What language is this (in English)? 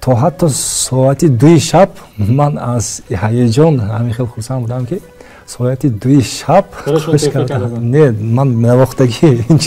Tajik